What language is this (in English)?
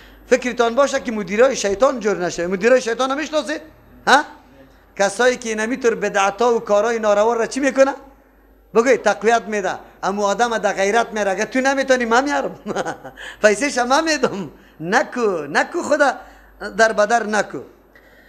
Persian